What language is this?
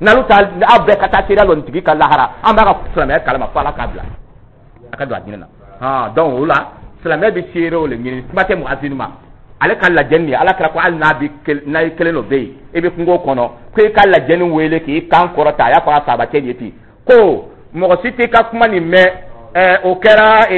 Dyula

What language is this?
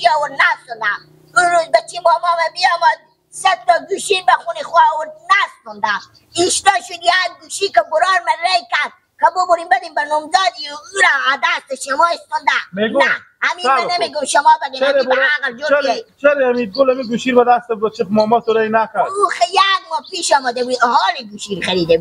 Persian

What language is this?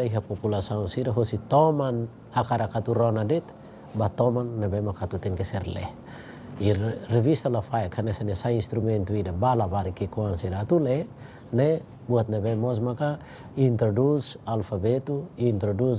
Tetum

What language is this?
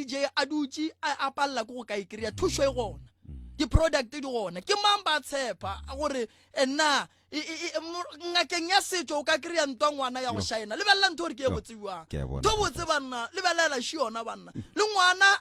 Northern Sotho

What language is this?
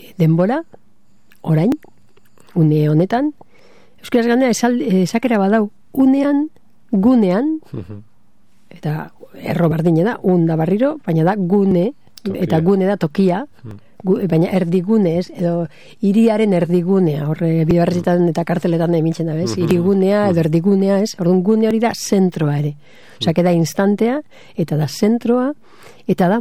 Basque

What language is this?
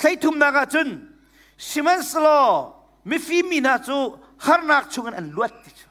Hakha Chin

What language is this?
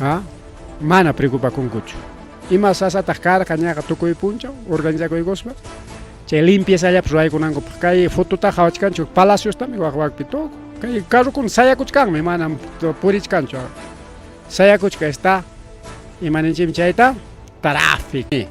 Ayacucho Quechua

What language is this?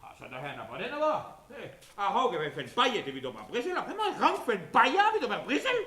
Breton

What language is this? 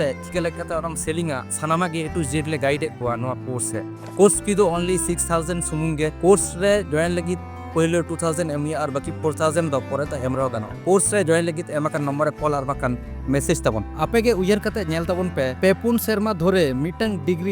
Santali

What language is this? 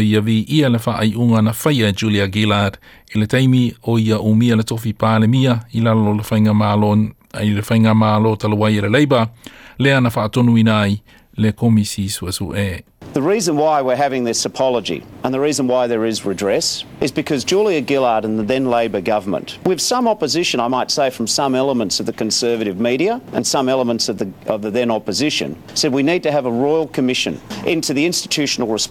Samoan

